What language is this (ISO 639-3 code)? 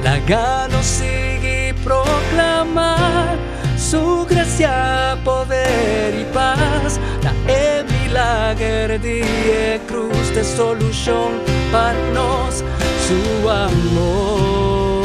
pap